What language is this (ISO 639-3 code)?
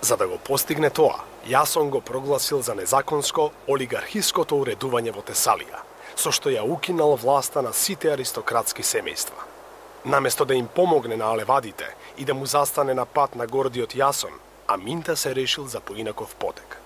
mkd